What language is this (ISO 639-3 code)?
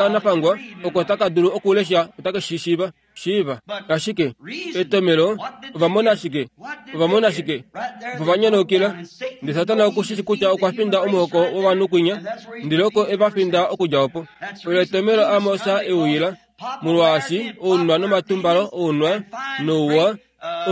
kua